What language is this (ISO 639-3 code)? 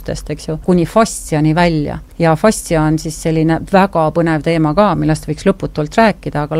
est